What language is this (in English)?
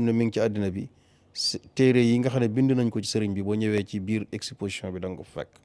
Wolof